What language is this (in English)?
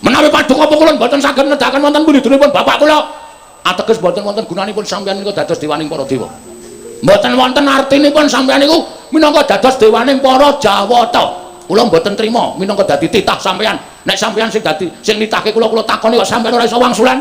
Javanese